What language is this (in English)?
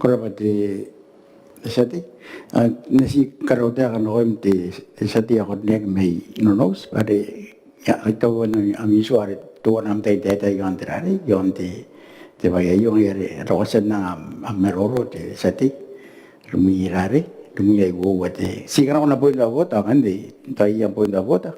Gilbertese